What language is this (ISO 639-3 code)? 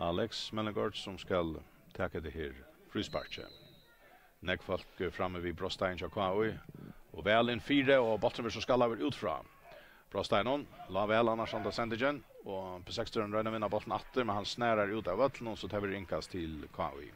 fao